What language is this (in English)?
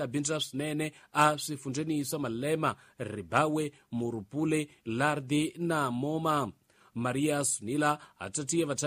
Tsonga